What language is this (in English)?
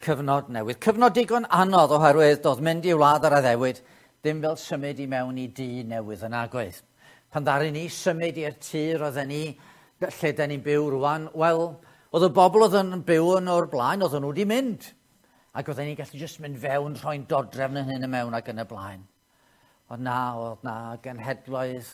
Welsh